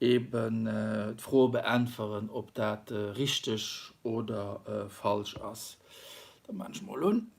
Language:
Luxembourgish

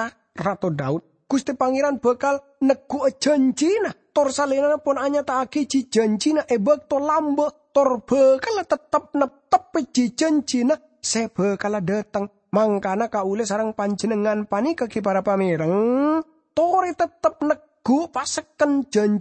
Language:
Madurese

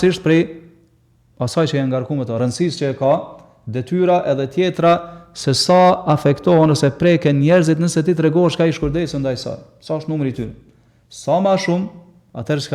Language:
Albanian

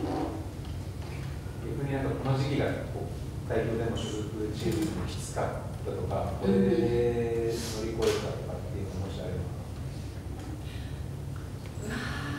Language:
Japanese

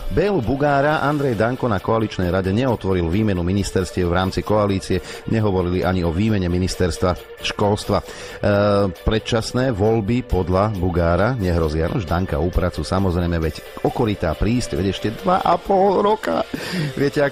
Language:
Slovak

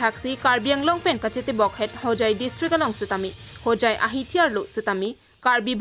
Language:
Karbi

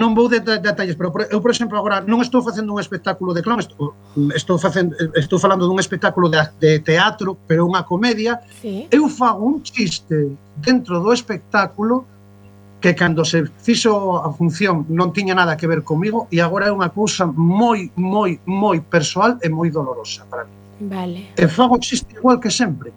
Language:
Galician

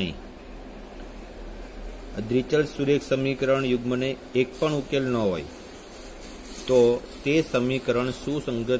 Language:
Gujarati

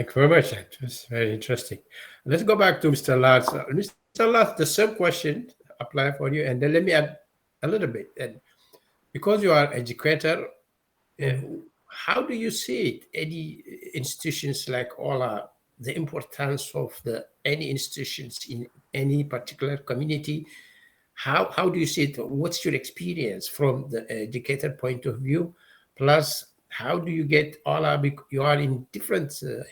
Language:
English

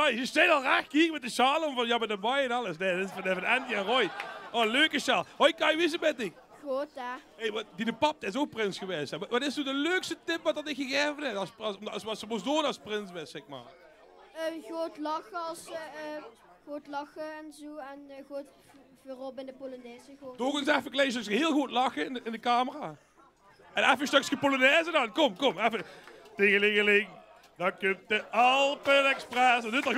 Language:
Limburgish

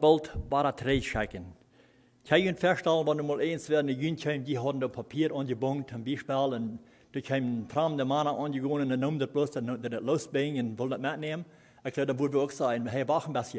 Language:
Plautdietsch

